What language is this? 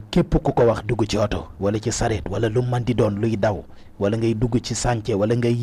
Wolof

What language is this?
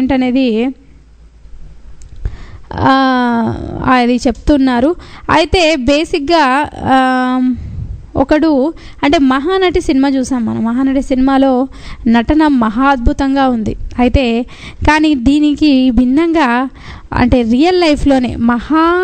Telugu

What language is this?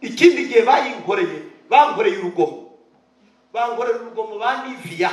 Kinyarwanda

